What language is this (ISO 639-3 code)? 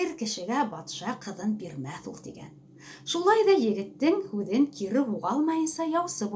bak